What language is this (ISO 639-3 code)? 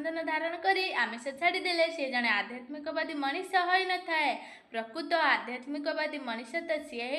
ori